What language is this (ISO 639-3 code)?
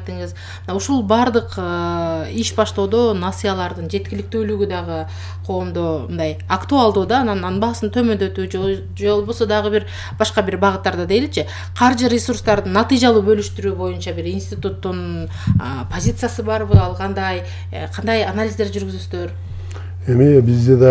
kir